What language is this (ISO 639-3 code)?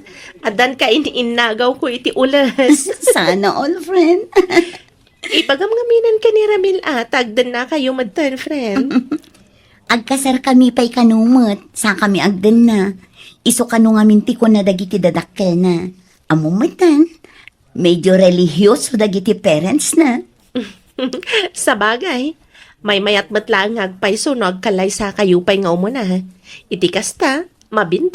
ilo